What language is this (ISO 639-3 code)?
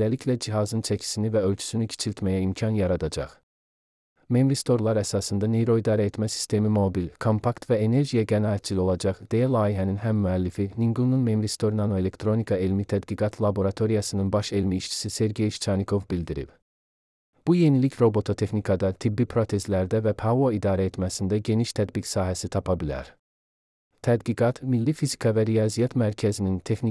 aze